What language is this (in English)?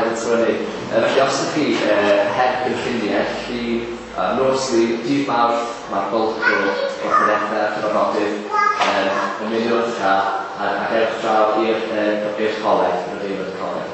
Welsh